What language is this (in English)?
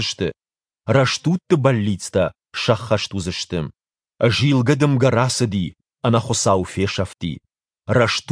Ossetic